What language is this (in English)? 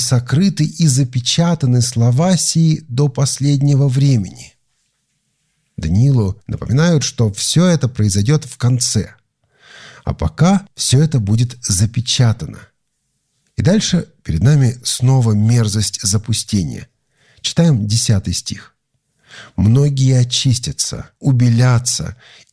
Russian